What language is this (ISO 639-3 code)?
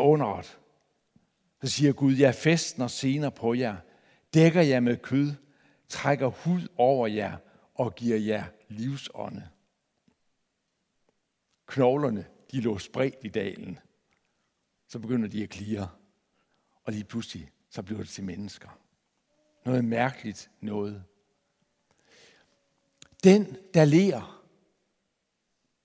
dan